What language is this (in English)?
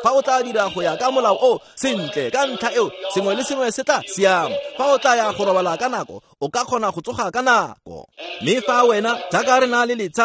Tswana